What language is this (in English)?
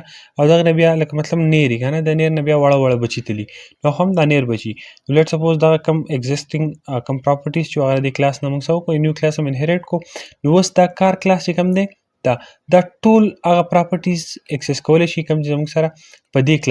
Pashto